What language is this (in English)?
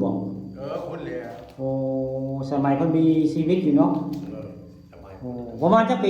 Northeastern Thai